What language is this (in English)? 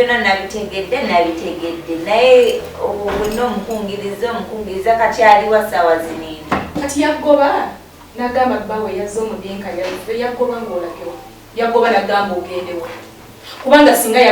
Ganda